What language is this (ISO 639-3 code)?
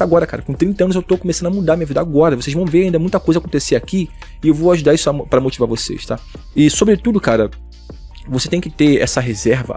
por